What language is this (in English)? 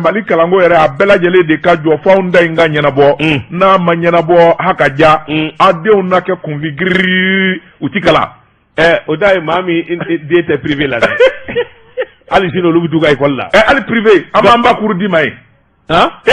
Bambara